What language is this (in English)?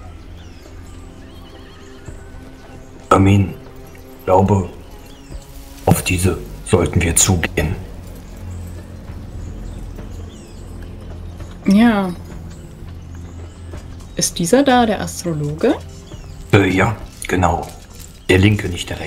German